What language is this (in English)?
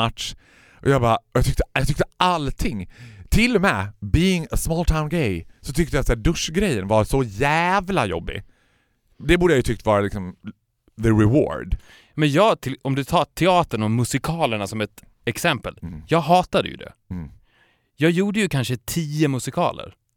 Swedish